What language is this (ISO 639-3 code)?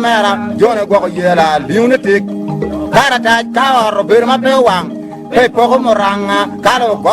ach